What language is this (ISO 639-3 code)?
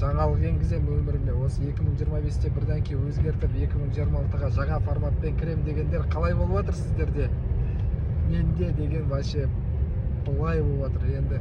kaz